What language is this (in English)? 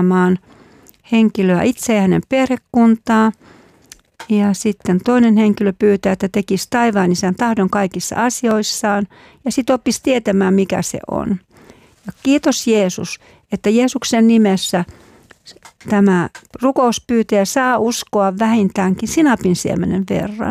Finnish